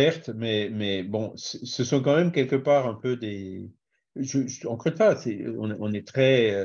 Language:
French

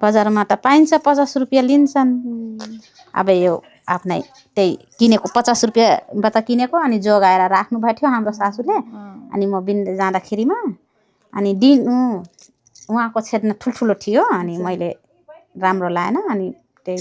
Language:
Nepali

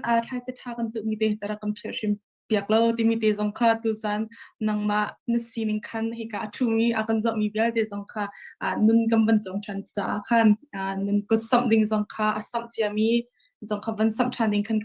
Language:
Hakha Chin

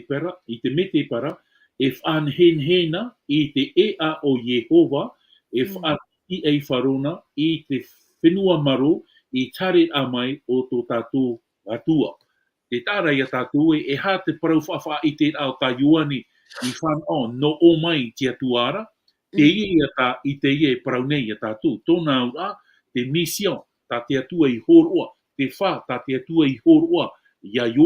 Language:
Tahitian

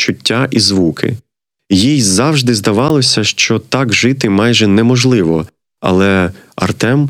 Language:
Ukrainian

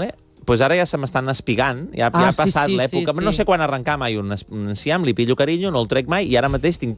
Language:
Catalan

